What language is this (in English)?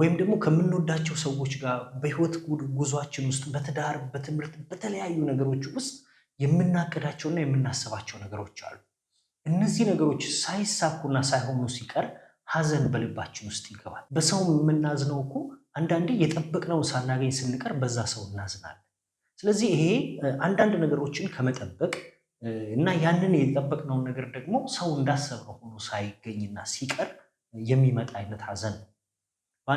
Amharic